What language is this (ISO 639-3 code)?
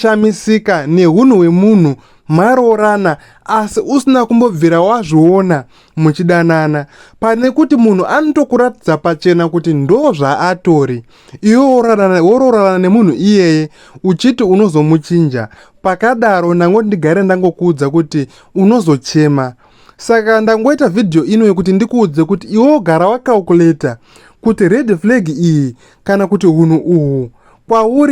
sna